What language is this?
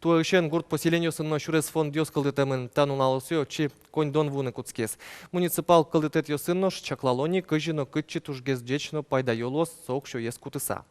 Udmurt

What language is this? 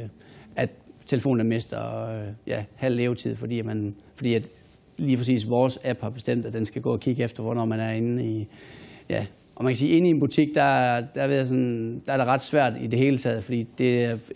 Danish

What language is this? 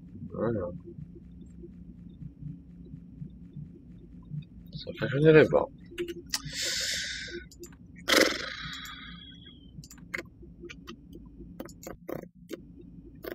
Czech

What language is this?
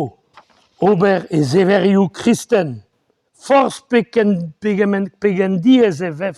Breton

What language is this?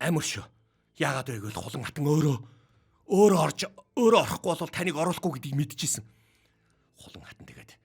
Mongolian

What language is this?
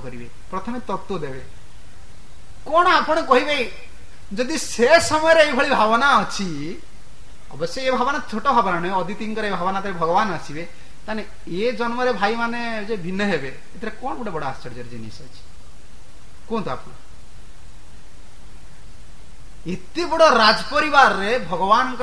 Odia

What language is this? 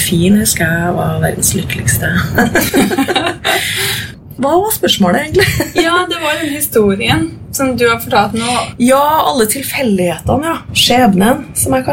Norwegian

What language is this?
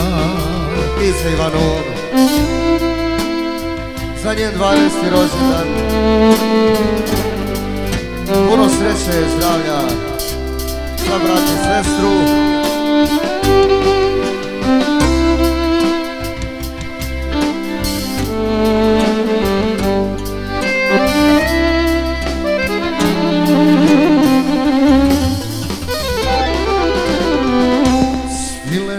Croatian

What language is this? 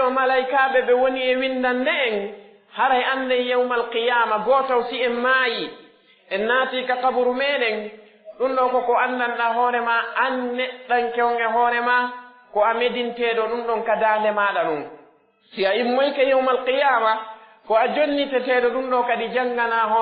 Pular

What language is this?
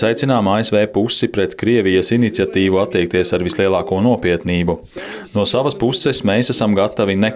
Latvian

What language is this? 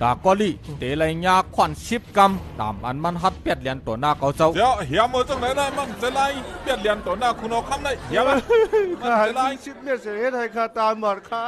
Shan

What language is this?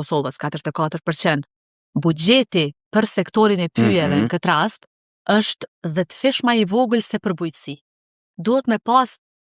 Albanian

